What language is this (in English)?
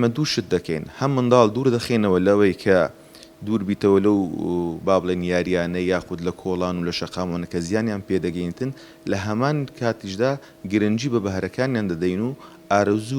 Central Kurdish